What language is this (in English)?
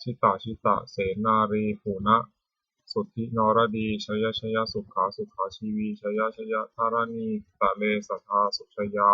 Pali